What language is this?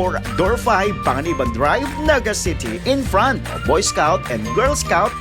Bikol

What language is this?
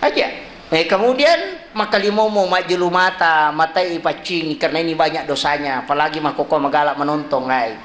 Buginese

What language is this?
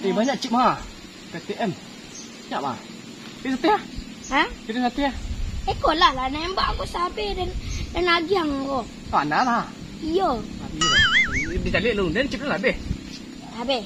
Minangkabau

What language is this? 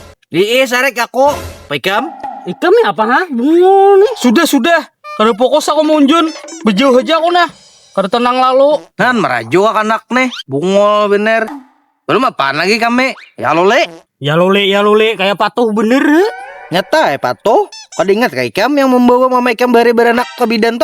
Banjar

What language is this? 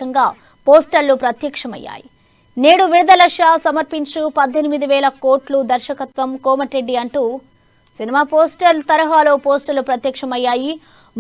Telugu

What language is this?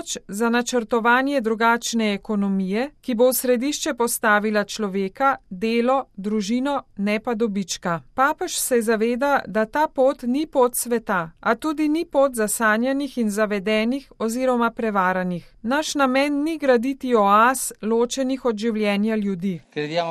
Slovenian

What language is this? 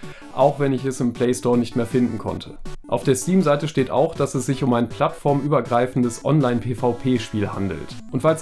German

